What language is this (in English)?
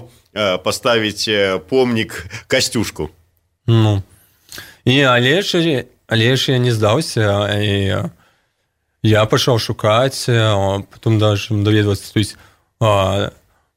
Belarusian